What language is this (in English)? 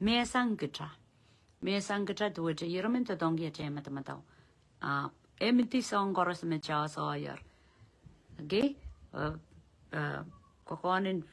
Pohnpeian